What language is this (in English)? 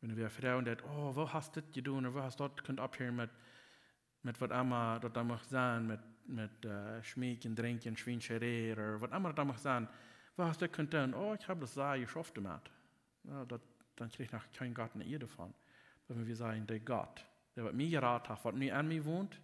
Plautdietsch